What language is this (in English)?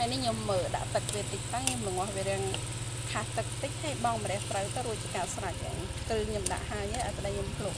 Khmer